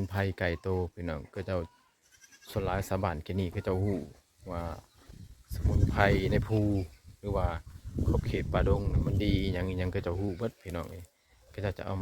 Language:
Lao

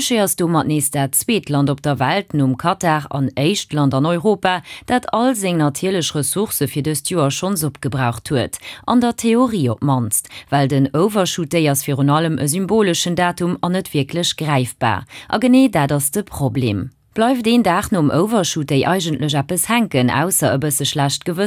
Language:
Luxembourgish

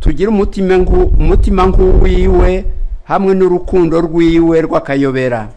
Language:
Rundi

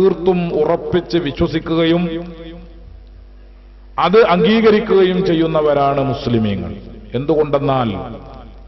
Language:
Malayalam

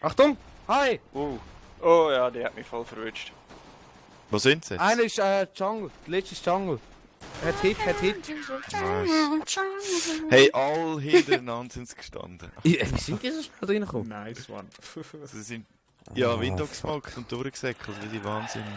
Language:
Swiss German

